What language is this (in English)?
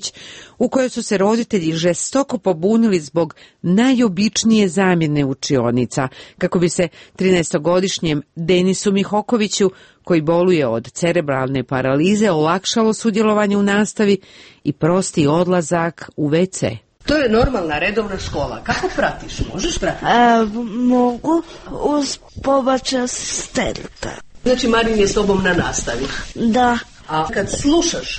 Croatian